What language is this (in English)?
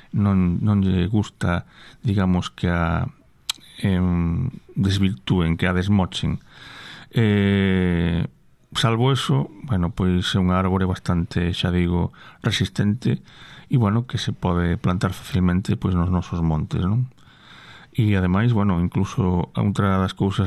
Galician